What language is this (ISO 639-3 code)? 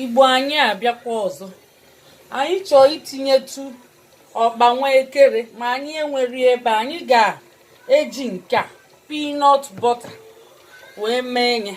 ibo